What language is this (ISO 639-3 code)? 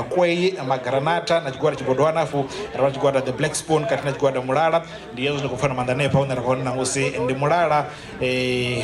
ven